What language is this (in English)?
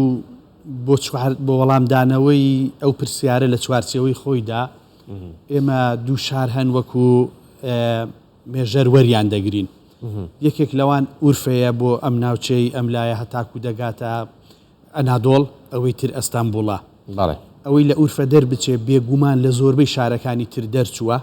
Central Kurdish